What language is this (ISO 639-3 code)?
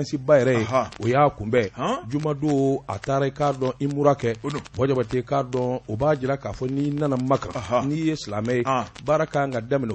bam